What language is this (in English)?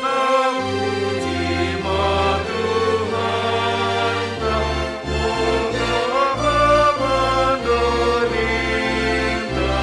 Batak Simalungun